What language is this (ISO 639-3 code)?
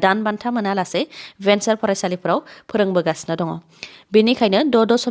brx